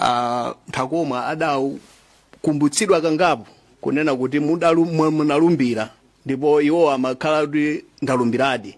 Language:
Nyanja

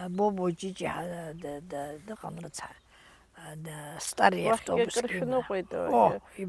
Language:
Abkhazian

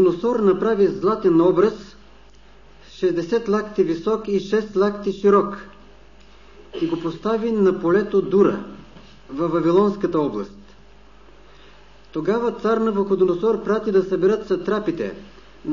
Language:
Bulgarian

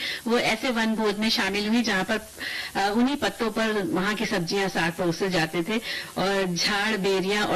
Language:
Hindi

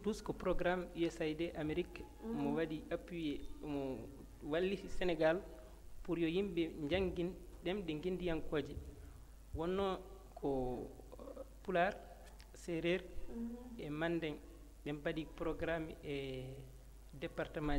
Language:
Fula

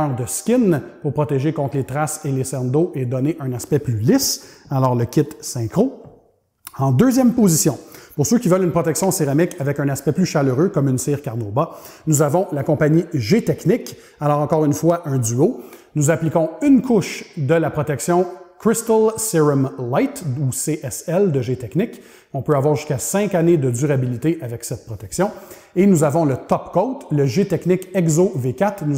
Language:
French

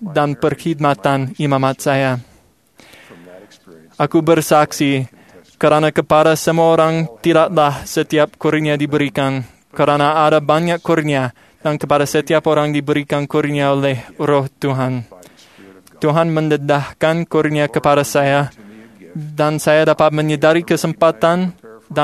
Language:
Malay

